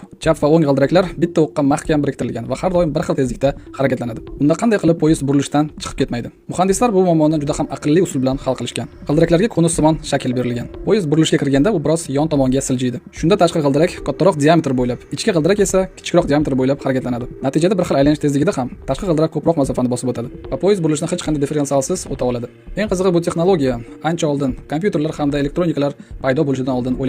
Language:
Uzbek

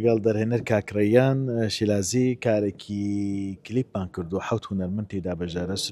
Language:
Central Kurdish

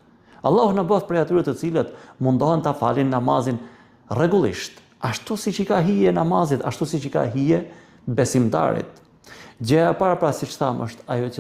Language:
Albanian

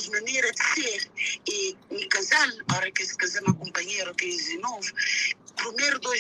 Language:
Kabuverdianu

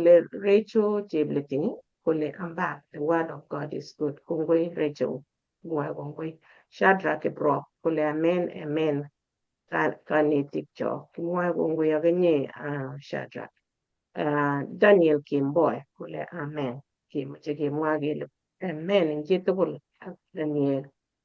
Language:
Kalenjin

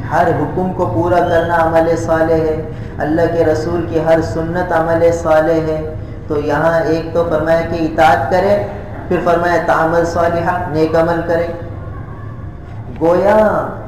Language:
Urdu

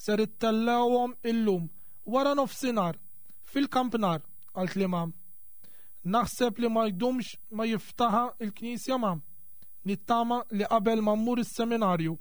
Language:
Maltese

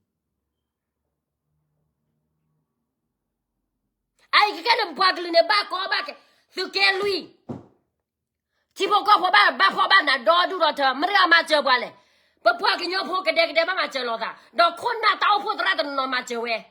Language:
S'gaw Karen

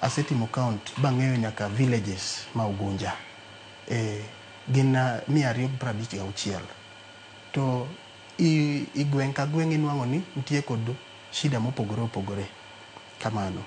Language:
Luo (Kenya and Tanzania)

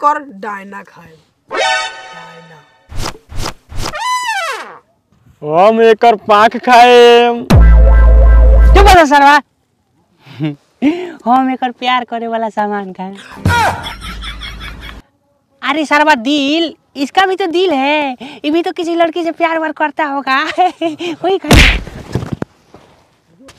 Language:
Bhojpuri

